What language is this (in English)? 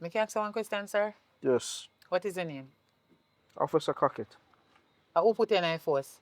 Jamaican Creole English